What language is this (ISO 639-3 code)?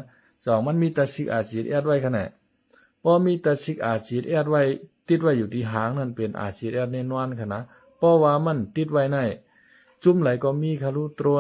shn